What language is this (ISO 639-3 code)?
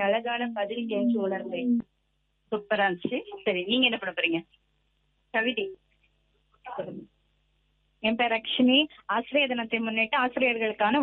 tam